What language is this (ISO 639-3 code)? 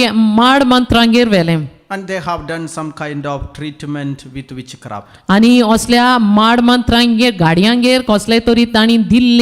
kok